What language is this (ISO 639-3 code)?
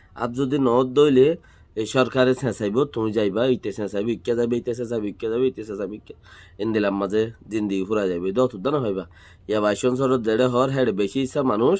rhg